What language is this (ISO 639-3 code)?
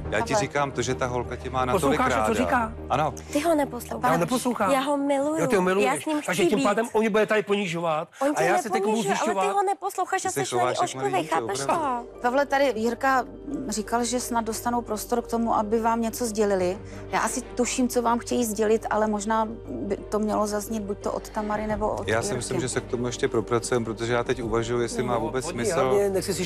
ces